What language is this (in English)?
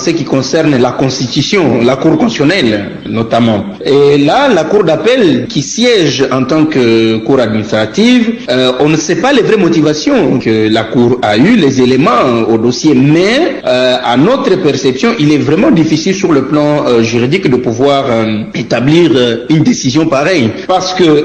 French